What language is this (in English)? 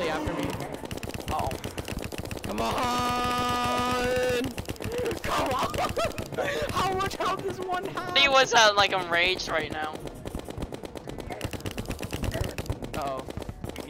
English